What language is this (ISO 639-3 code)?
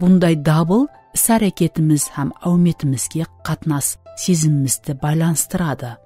kaa